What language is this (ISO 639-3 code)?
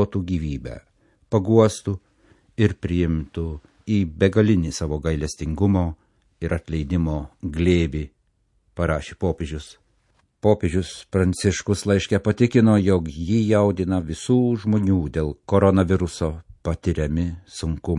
lit